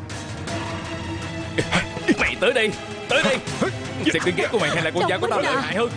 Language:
Vietnamese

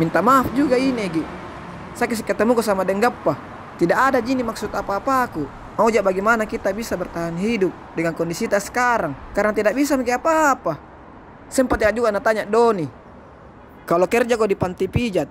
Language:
Makassar Malay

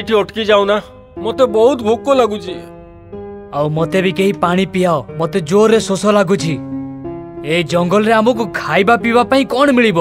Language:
Odia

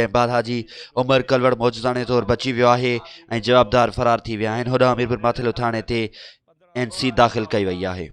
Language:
Sindhi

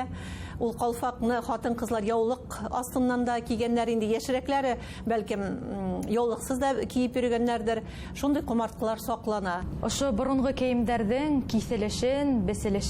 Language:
Bashkir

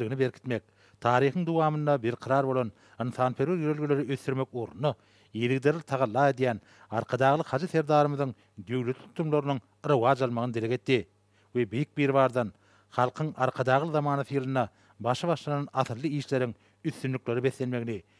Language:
Turkmen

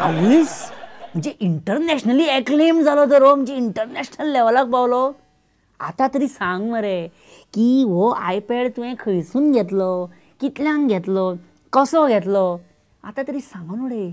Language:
Konkani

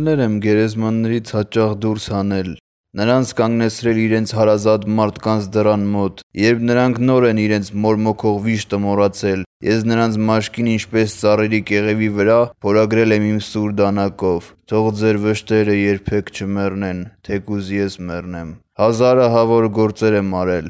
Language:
Armenian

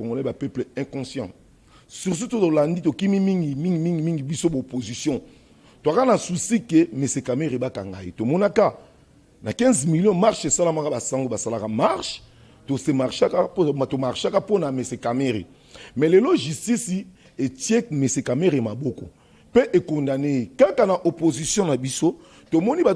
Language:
Lingala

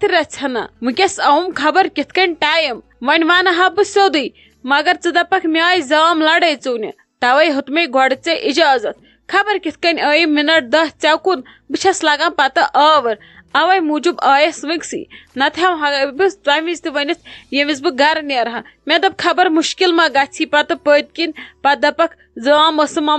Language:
Kashmiri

